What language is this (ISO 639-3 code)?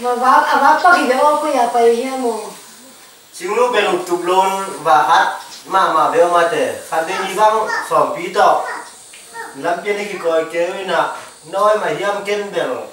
ctd